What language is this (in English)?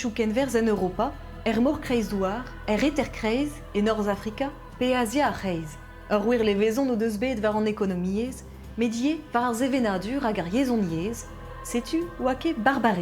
Breton